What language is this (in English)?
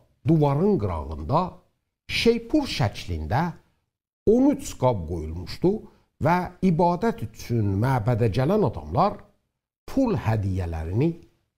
South Azerbaijani